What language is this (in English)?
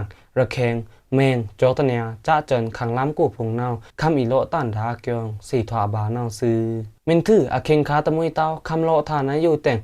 Pa'o Karen